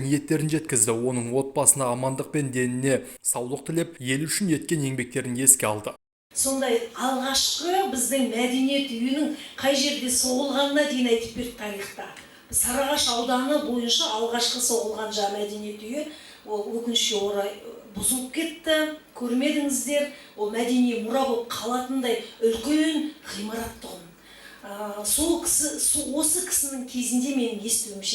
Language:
Kazakh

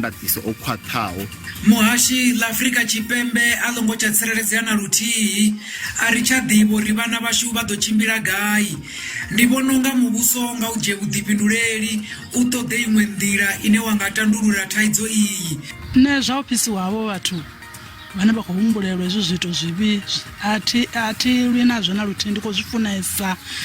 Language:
Venda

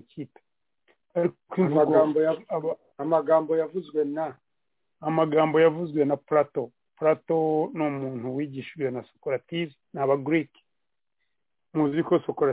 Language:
Kinyarwanda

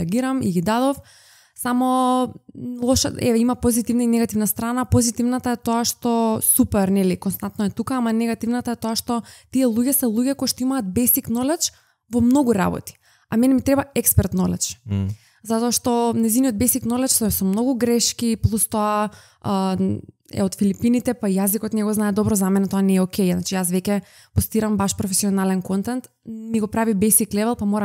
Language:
Macedonian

